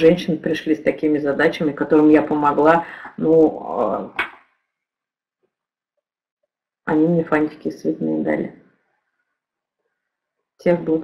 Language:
Russian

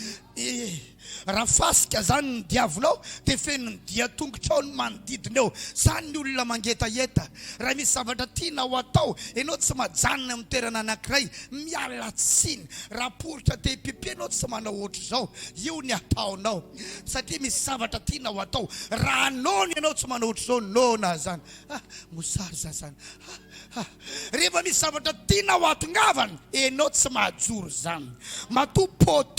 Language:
Malagasy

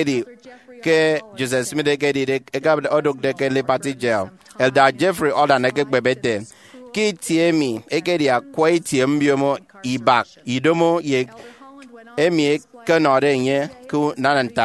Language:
Efik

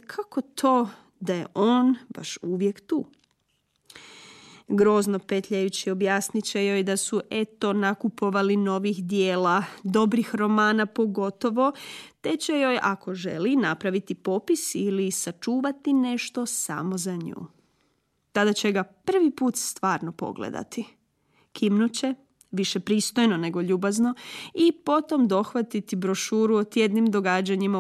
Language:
Croatian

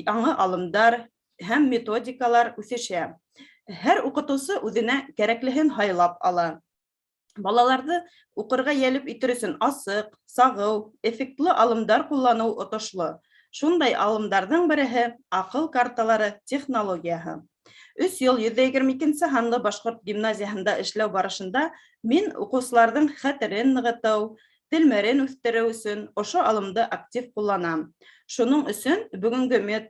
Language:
Bashkir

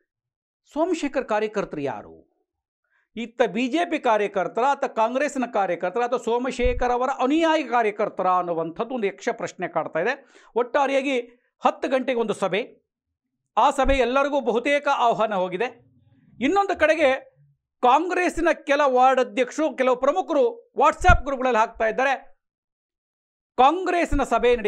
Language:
Kannada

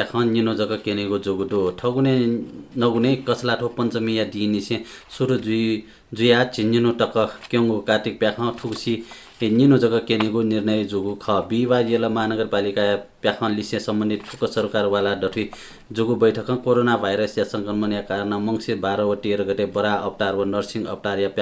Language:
Newari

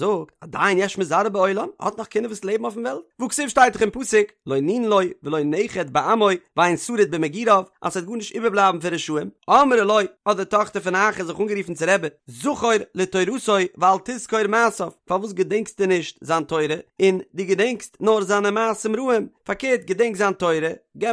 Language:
Yiddish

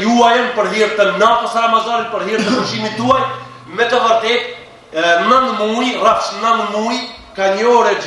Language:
Albanian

